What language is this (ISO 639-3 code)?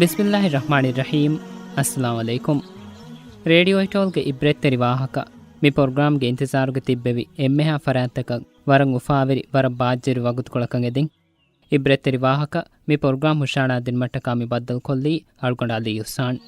div